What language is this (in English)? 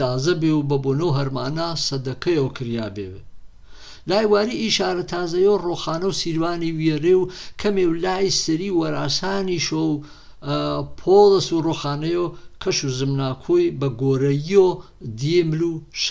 Gurani